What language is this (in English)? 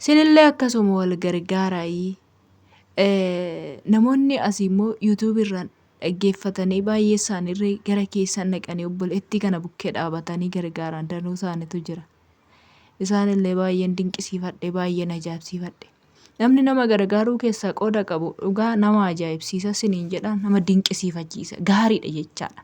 Oromo